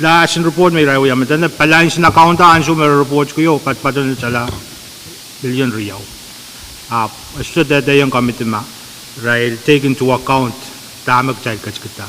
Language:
Pohnpeian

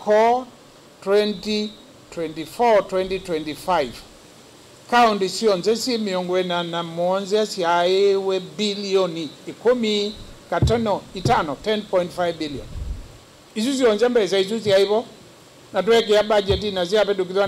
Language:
Kamba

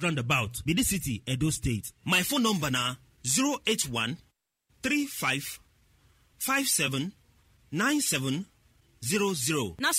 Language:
Nigerian Pidgin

